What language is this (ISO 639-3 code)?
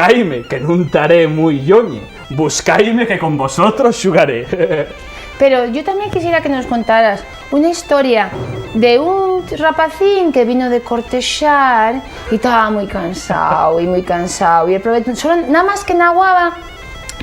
ast